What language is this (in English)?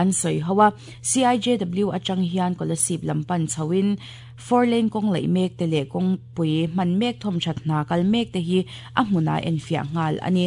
Mizo